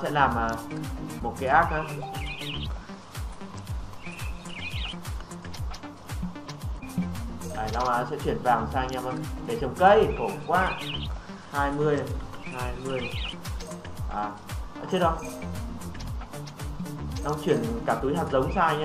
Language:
Vietnamese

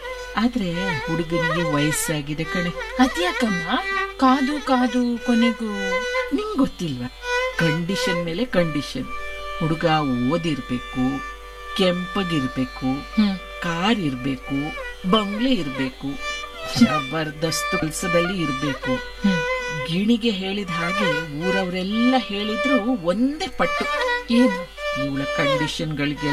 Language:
Kannada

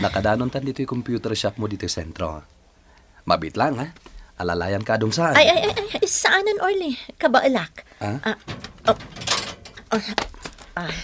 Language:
Iloko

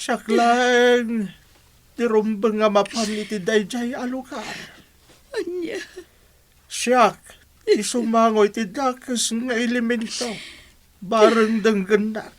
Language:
Iloko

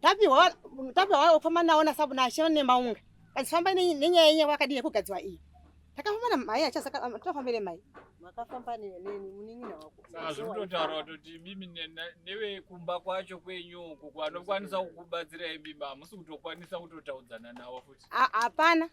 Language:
Shona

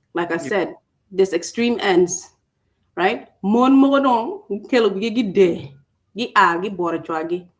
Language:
Acoli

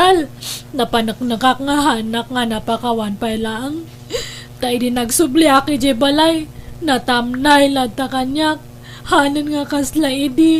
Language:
Iloko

